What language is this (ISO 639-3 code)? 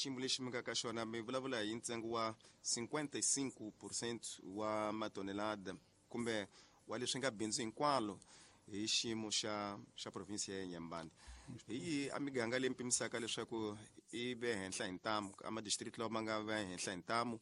tso